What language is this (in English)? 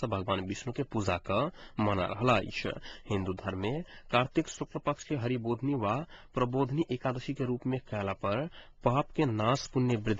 Maithili